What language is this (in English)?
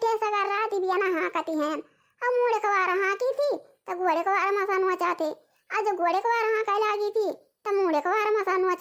Awadhi